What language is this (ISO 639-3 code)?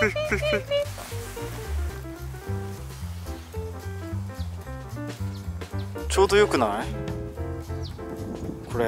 jpn